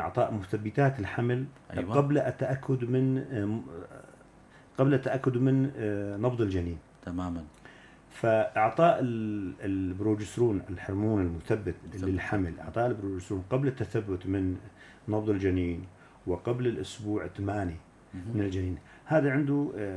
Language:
North Levantine Arabic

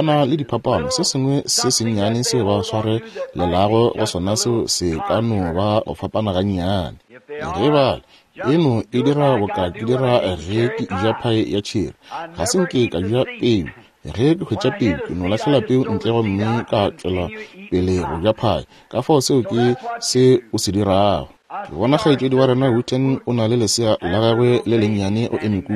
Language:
Northern Sotho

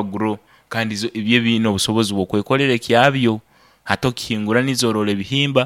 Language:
Nyoro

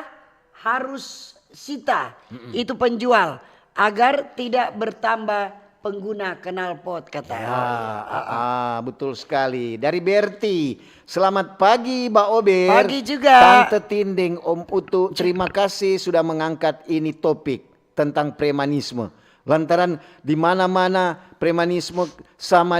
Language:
Manado Malay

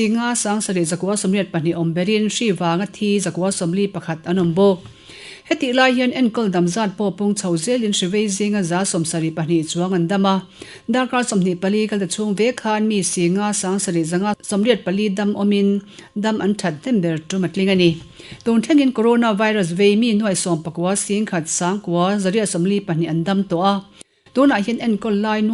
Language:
Mizo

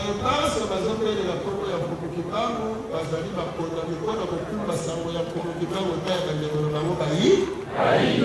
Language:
Lingala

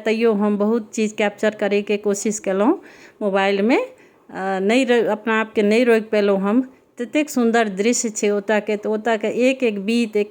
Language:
Maithili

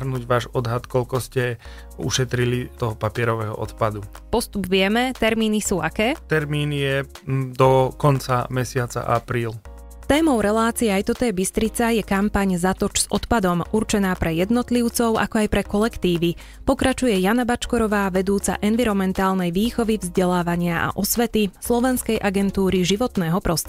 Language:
Slovak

